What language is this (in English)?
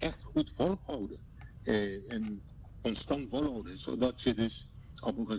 Dutch